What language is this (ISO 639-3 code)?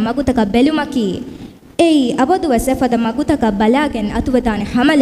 div